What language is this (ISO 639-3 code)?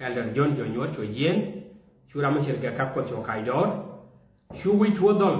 nus